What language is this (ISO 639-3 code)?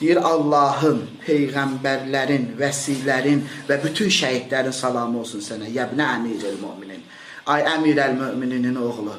aze